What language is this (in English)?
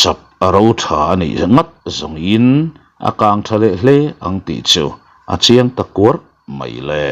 Mizo